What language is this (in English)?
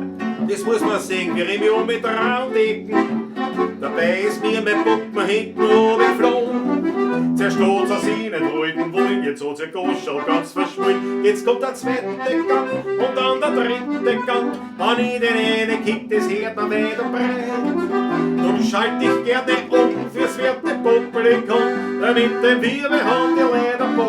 Bavarian